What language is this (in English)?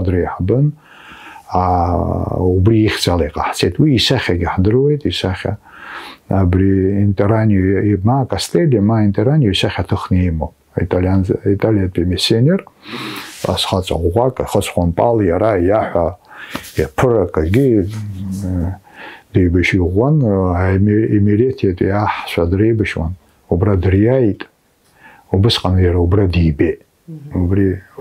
Abkhazian